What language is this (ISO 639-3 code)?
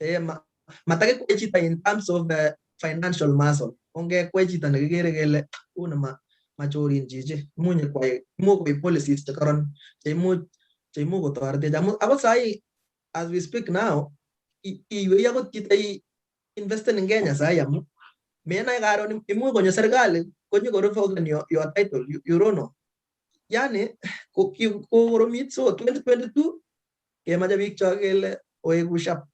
kln